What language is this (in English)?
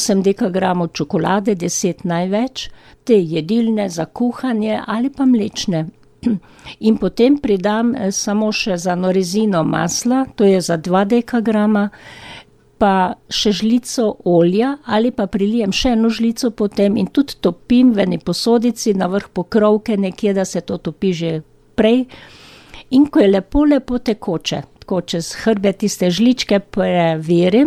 Slovenian